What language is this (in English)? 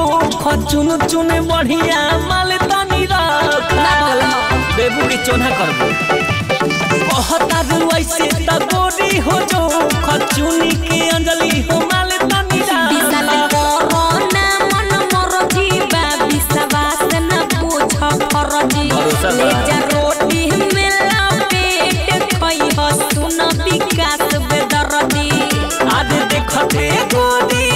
Bhojpuri